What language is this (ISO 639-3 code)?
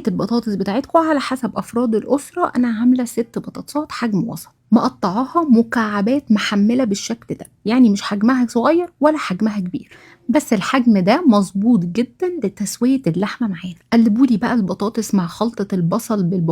arz